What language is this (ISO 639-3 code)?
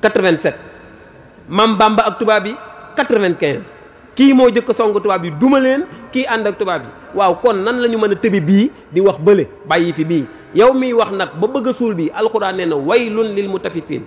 wol